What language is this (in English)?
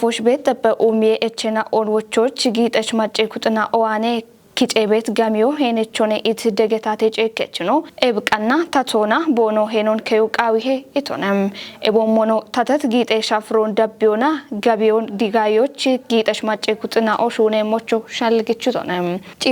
Kafa